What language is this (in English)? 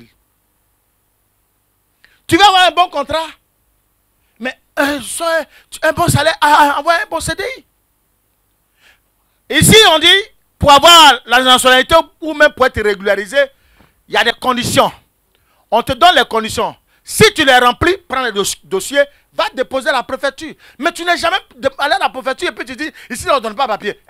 French